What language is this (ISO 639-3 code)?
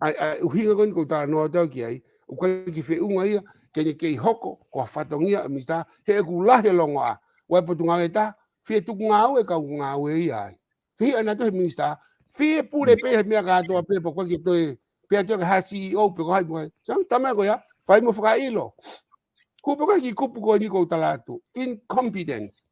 ton